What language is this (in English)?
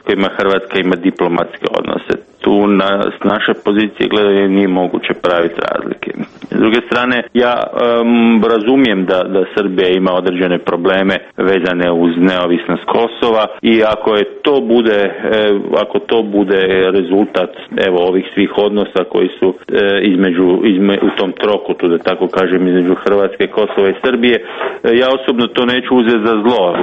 Croatian